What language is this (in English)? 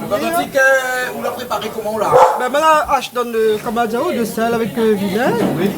Réunion Creole French